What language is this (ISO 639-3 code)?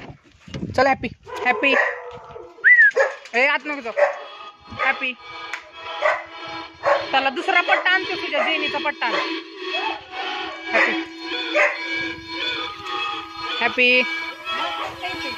mar